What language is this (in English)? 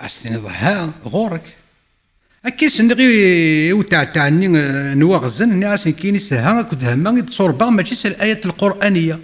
Kabyle